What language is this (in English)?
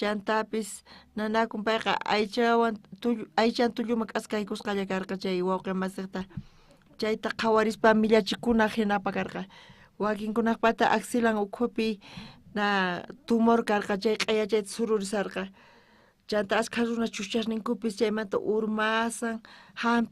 South Bolivian Quechua